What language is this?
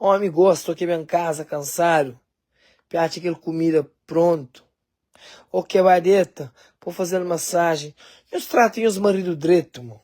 Kabuverdianu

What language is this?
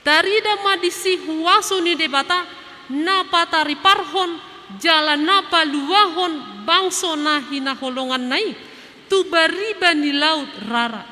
Batak Toba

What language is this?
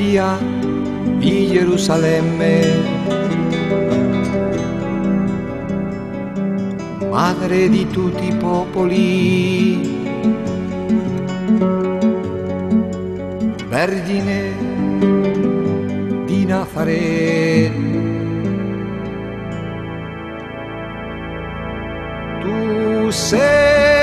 Italian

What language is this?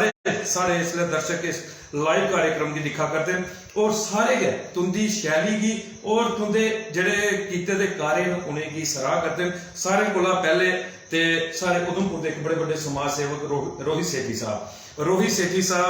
Dogri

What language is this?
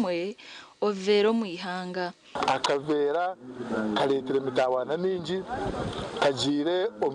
Nyankole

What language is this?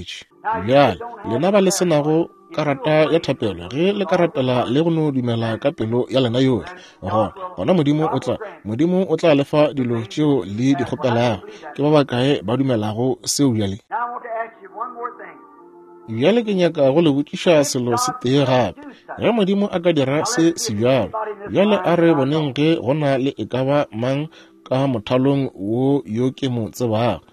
Northern Sotho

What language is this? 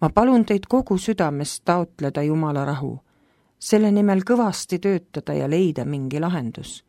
Estonian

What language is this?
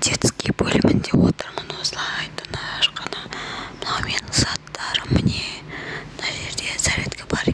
Kazakh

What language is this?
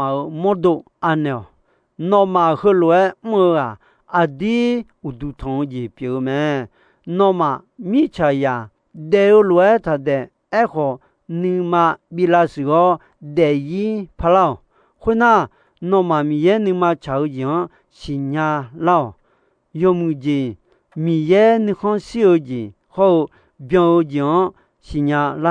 Akha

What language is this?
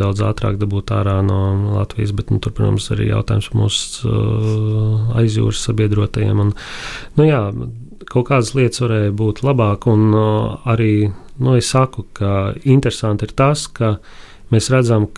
Latvian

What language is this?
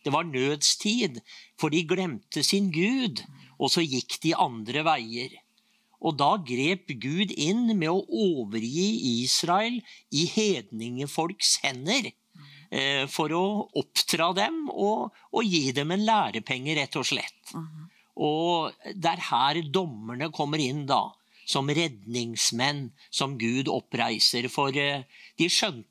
Norwegian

